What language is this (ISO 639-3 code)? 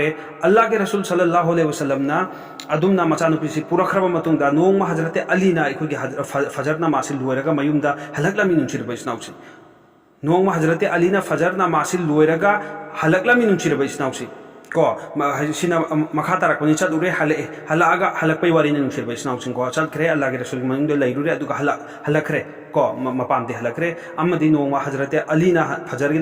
mni